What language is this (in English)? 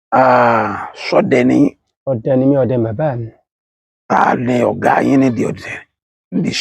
Yoruba